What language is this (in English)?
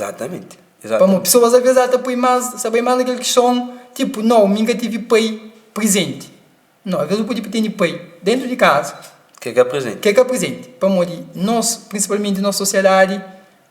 Kabuverdianu